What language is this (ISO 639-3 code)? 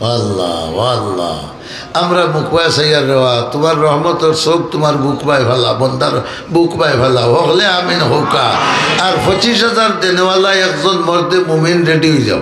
syl